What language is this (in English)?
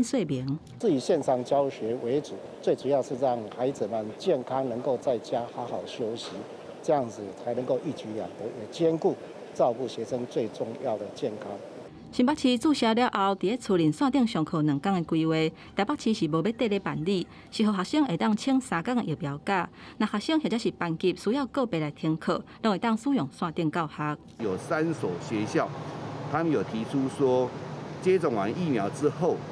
Min Nan Chinese